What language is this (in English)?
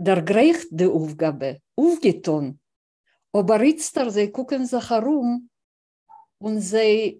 Yiddish